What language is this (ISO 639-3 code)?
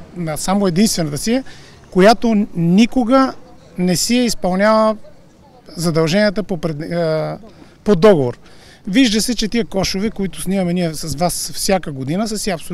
bul